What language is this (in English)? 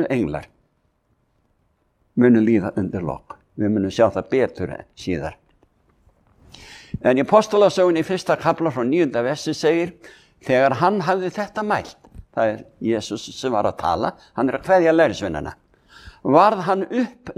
Icelandic